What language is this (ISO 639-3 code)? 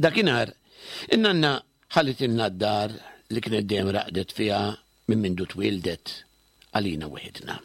mlt